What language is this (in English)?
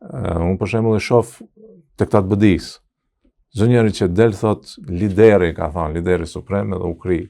Albanian